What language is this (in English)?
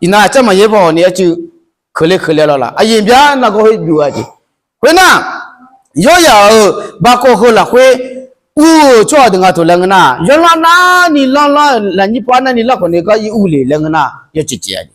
Akha